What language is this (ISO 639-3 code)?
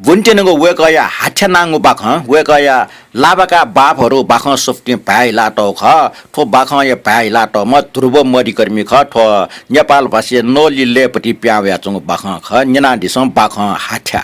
new